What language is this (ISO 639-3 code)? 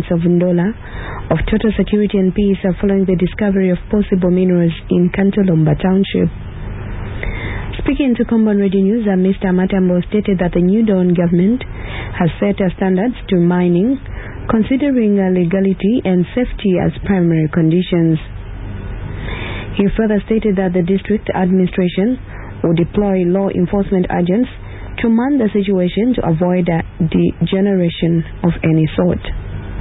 eng